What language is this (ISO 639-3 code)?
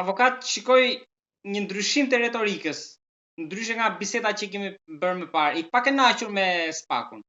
sqi